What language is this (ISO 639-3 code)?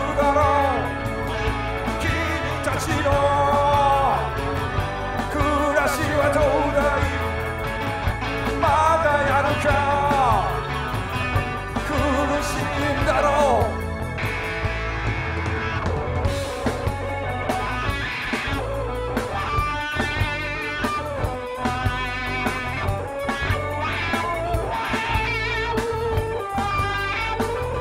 jpn